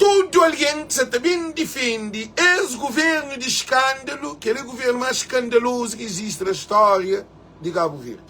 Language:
Kabuverdianu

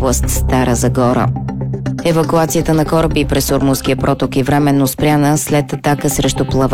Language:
Bulgarian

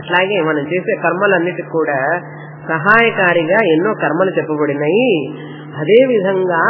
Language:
Telugu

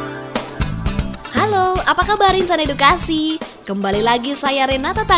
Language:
Indonesian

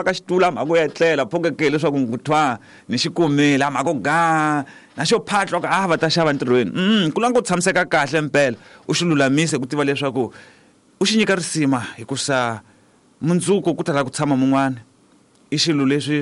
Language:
Tsonga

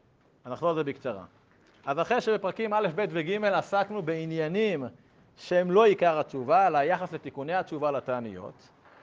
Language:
Hebrew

